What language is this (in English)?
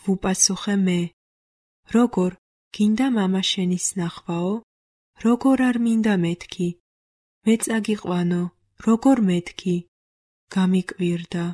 Georgian